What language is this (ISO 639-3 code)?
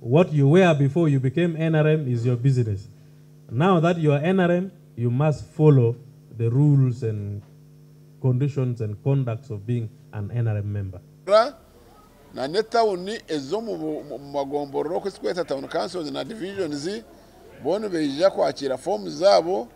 nyn